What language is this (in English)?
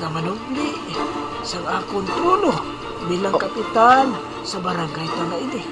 Hiligaynon